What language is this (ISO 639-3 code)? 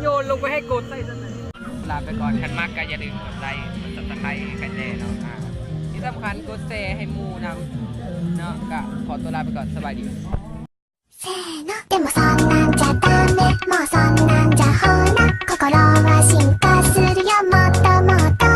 lao